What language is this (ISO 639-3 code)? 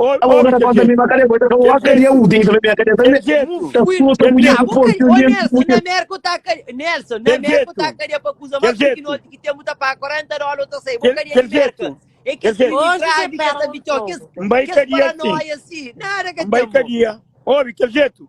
kea